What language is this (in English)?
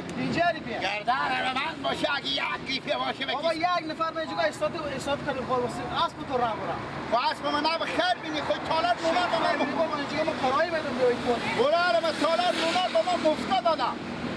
Persian